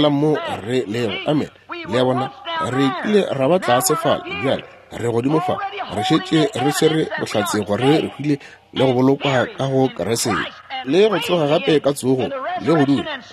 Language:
Northern Sotho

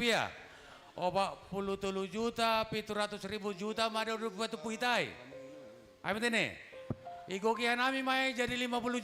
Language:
Batak Simalungun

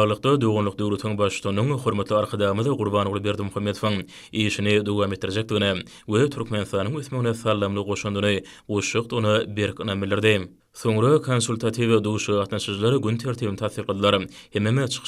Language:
Turkmen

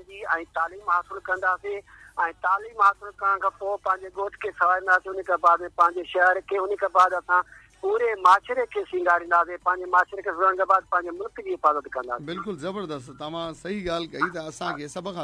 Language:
Sindhi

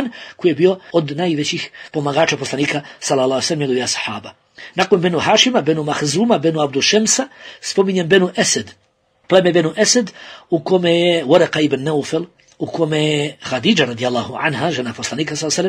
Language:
Bosnian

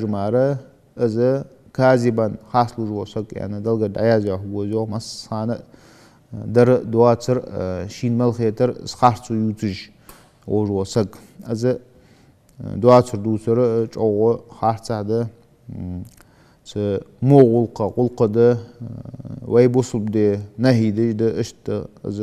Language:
Ingush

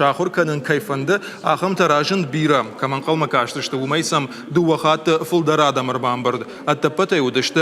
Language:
Ossetic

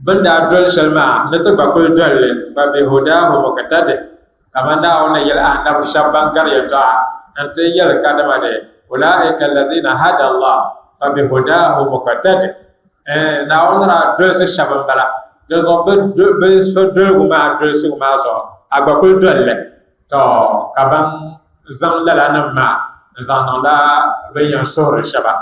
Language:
Dagbani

